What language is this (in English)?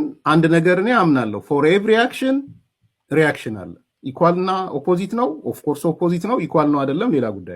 Amharic